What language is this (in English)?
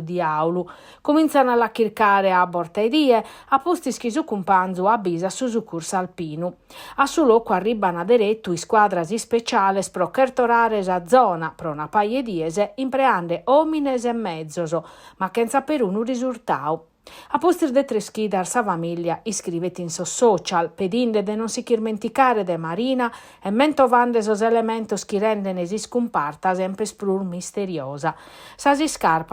Sardinian